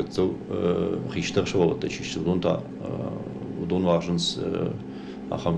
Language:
Ossetic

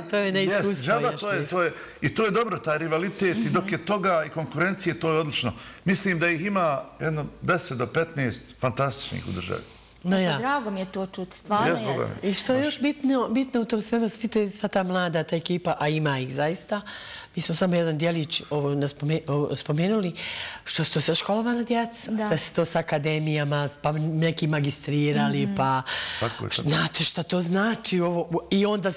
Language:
Bosnian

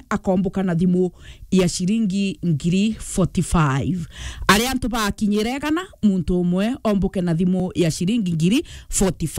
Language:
Meru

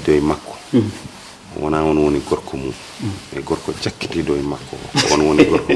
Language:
Fula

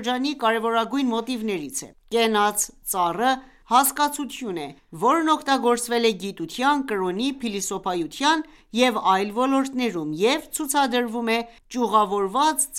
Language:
Armenian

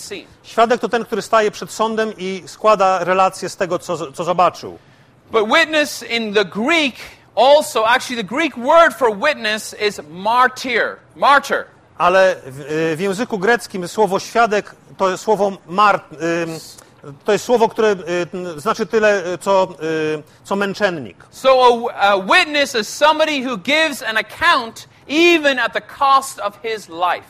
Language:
Polish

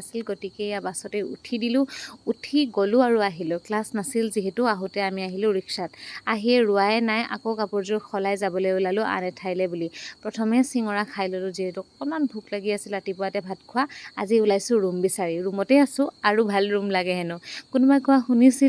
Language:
Assamese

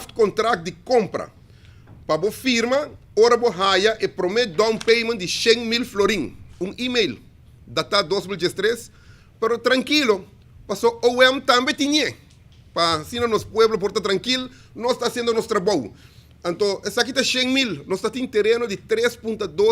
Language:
Papiamento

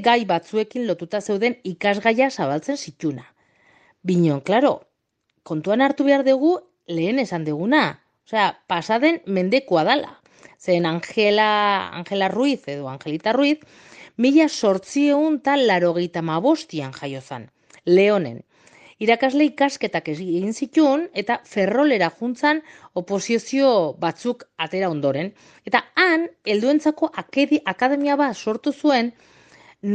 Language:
Basque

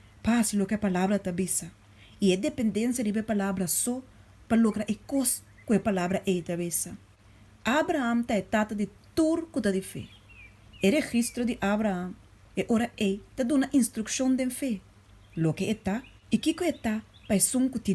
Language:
Papiamento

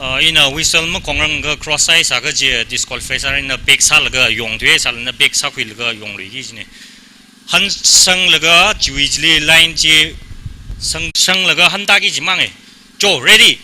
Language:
Tangkhul Naga (India)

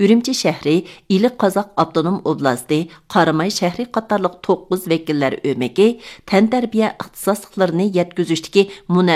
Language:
Uyghur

